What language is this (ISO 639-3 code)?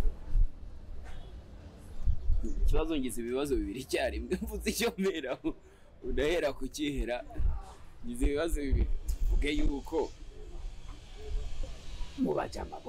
kin